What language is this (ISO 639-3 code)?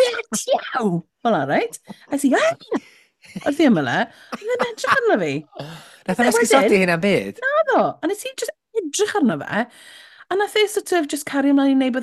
cym